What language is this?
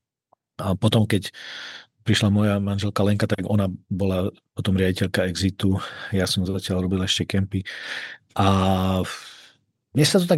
Slovak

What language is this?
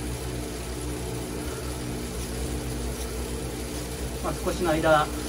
Japanese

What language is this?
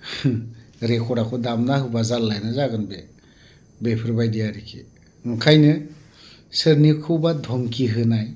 Bodo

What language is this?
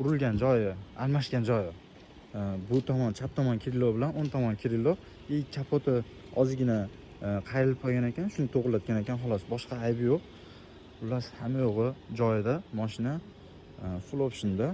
Uzbek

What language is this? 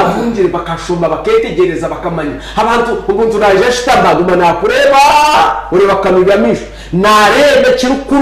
Nyankole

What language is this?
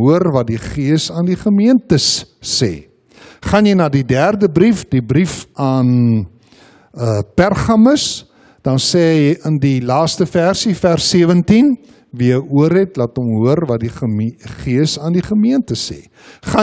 Afrikaans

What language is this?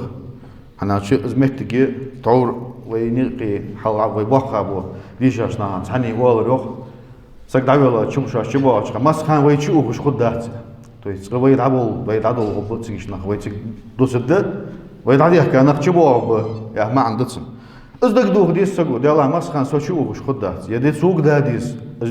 Ingush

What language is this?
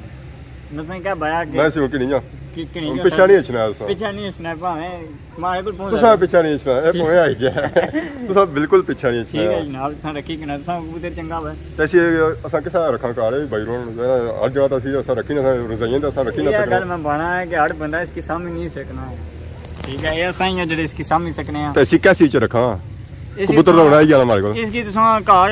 Pahari-Potwari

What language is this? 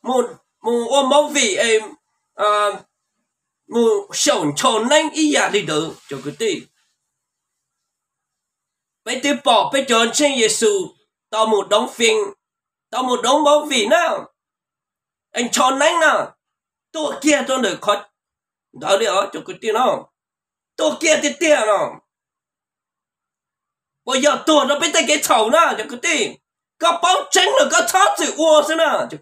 Vietnamese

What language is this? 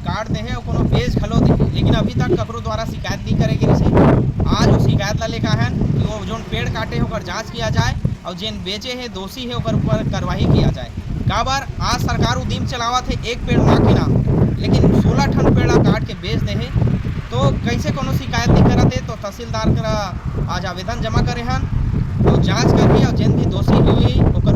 Chhattisgarhi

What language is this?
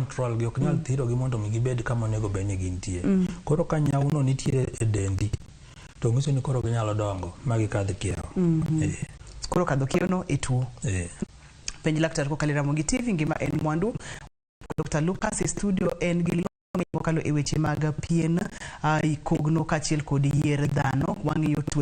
Luo (Kenya and Tanzania)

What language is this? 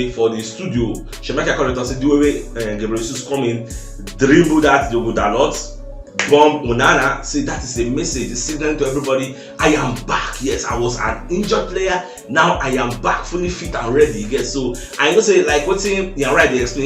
Nigerian Pidgin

